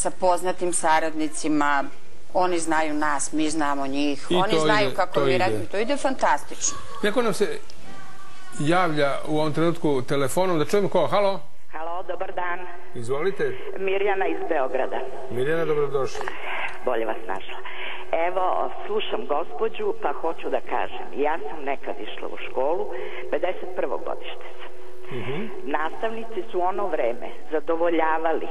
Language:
Serbian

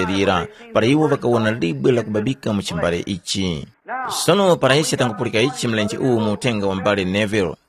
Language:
Tumbuka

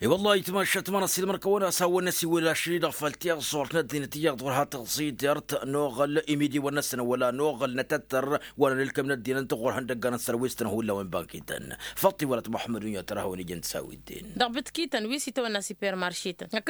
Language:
Tamasheq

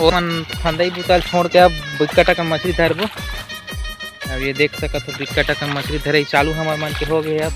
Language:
Chhattisgarhi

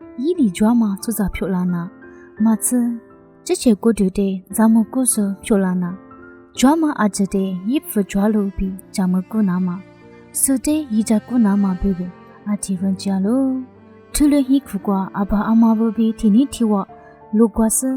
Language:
Lisu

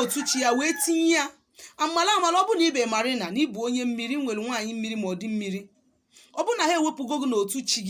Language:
Igbo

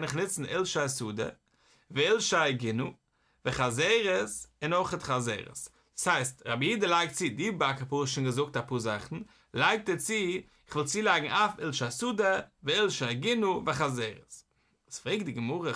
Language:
Yiddish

